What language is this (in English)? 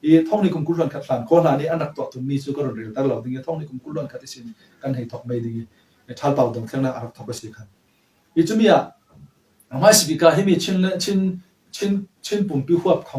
Falam Chin